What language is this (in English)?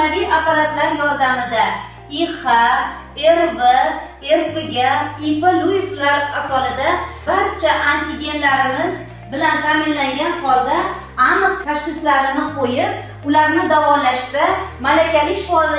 Uzbek